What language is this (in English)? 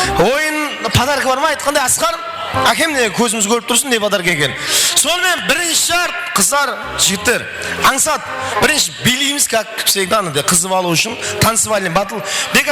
Kara-Kalpak